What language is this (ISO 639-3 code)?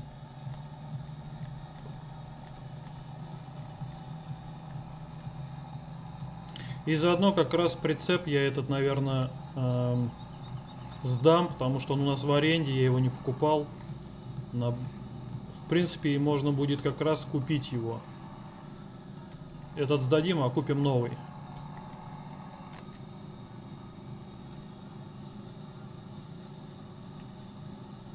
rus